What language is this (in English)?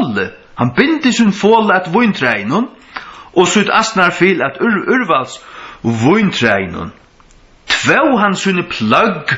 Faroese